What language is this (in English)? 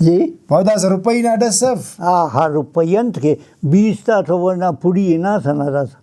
Brahui